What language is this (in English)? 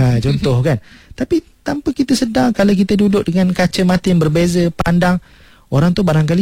Malay